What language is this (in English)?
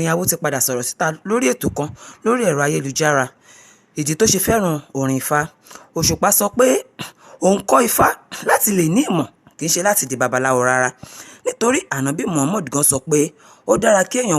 Yoruba